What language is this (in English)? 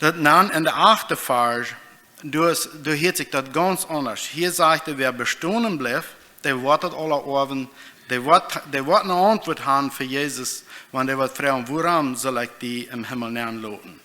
Plautdietsch